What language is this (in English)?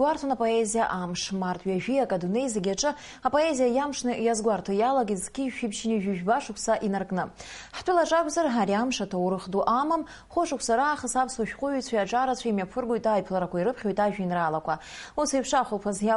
Abkhazian